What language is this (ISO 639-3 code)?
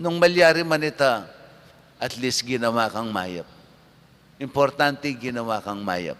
pam